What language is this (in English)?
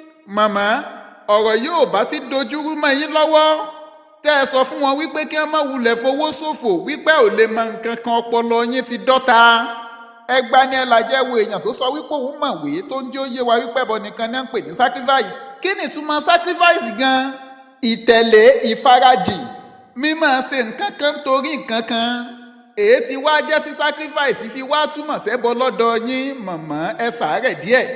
Yoruba